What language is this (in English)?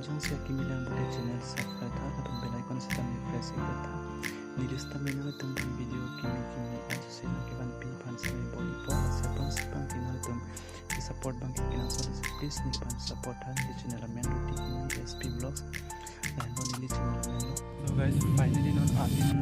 Karbi